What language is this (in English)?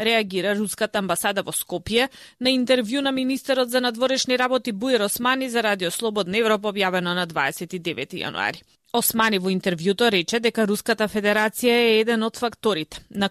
Macedonian